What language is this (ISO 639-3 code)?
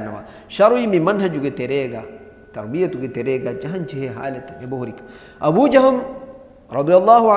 div